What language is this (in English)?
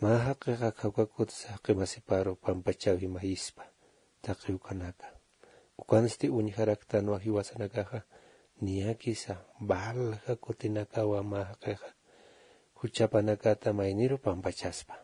Aymara